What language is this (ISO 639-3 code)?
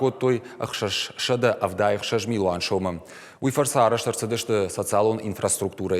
oss